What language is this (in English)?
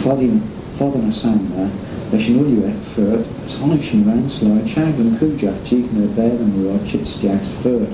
Manx